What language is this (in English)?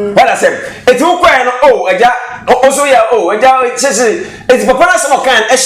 Akan